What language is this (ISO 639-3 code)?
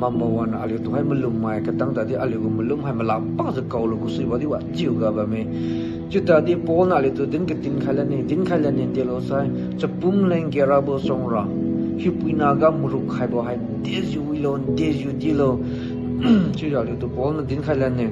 njn